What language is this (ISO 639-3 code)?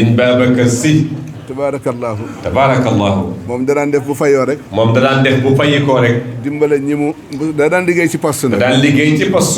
wol